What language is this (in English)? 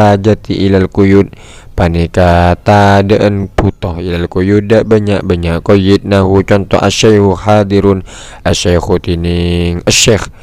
Madurese